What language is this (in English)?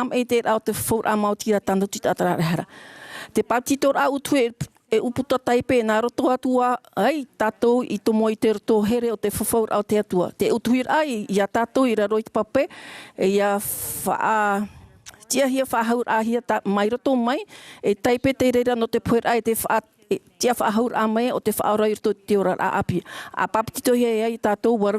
Tahitian